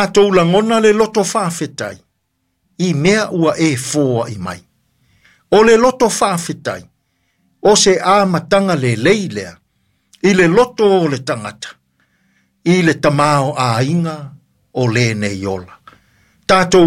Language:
Samoan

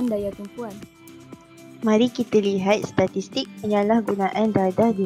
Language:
Malay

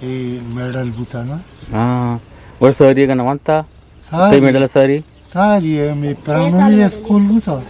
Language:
Eastern Balochi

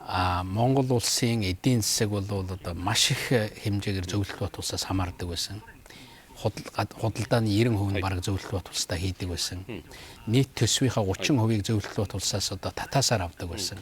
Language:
Mongolian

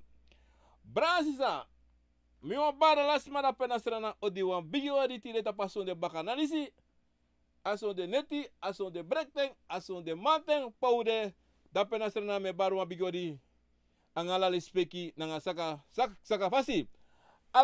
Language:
Sranan Tongo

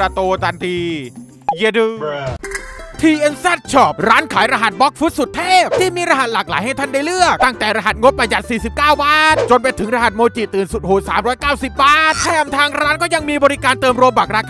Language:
Thai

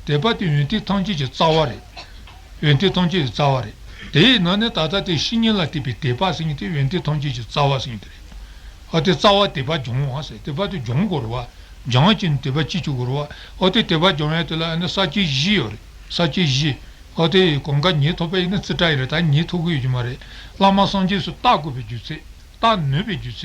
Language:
Tibetan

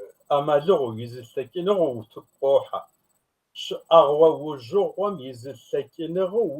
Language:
Kabardian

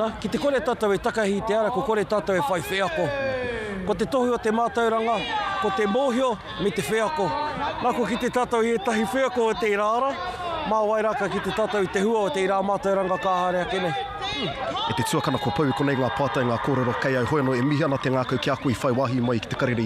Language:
Māori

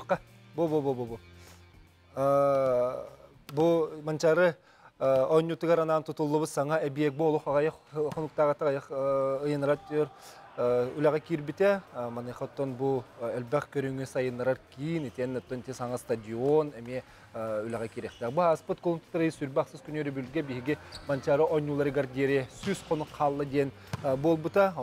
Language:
Yakut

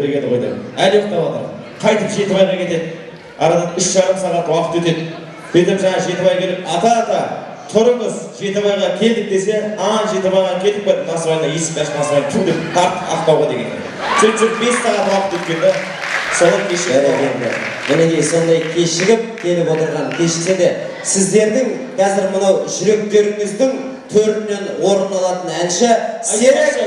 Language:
Kara-Kalpak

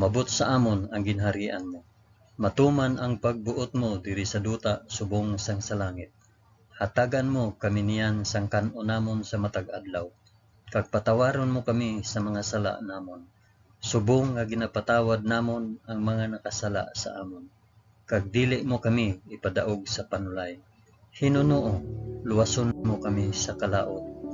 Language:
Hiligaynon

